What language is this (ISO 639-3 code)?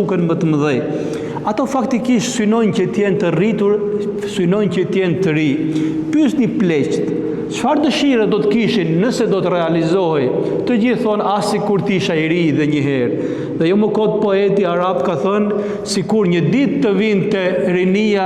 sqi